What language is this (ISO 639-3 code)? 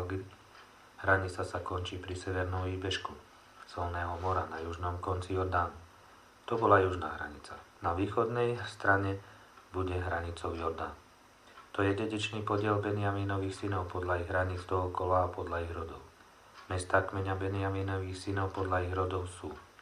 slk